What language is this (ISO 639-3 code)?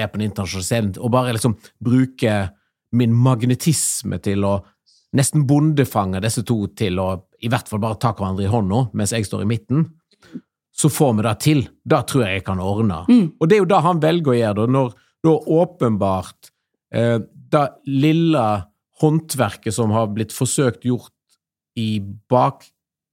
nor